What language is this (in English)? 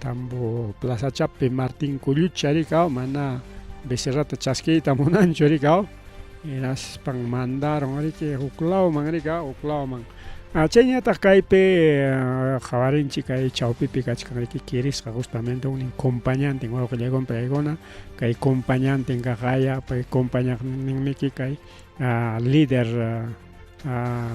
Ayacucho Quechua